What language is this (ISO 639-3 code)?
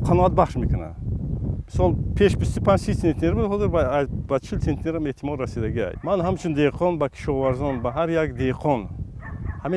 tgk